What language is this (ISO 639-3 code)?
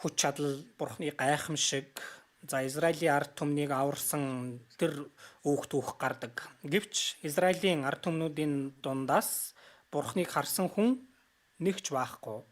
mon